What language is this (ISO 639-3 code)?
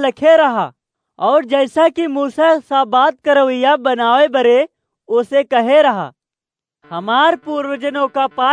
awa